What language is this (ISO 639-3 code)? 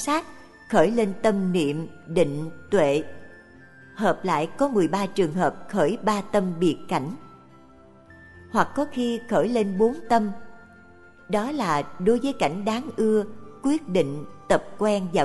vie